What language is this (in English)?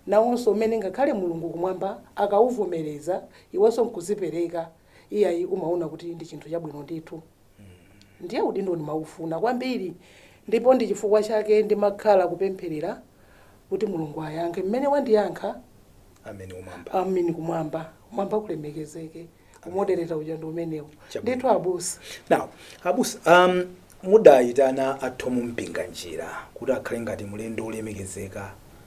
Nyanja